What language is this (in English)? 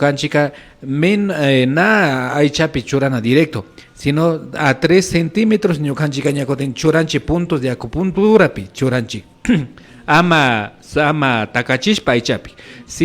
Imbabura Highland Quichua